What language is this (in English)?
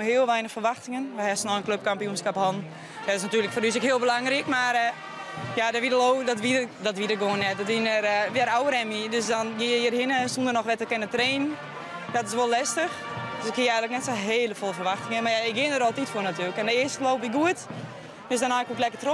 Western Frisian